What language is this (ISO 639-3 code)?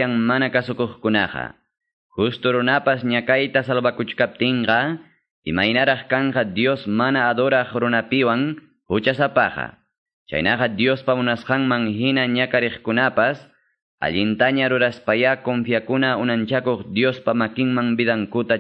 que